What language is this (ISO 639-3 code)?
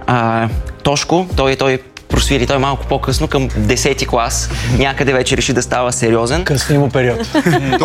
bul